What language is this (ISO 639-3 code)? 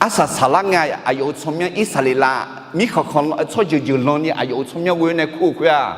ahk